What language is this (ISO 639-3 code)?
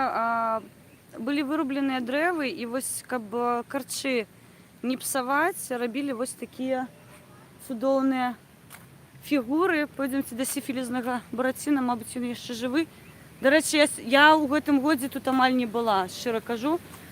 bel